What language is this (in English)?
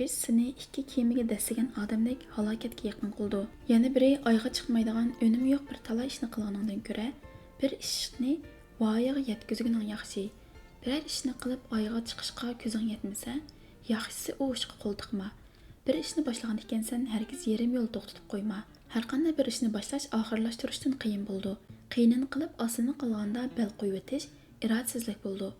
Uyghur